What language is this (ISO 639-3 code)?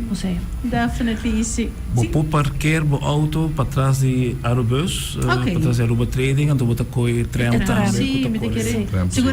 pap